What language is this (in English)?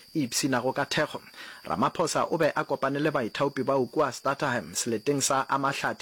Northern Sotho